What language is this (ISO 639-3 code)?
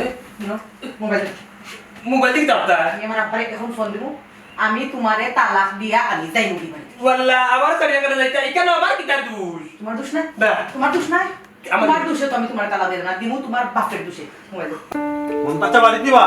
syl